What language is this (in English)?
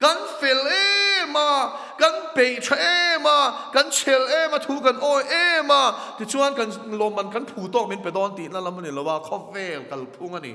Mizo